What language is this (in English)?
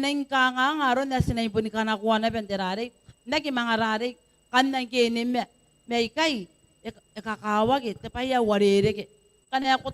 Gilbertese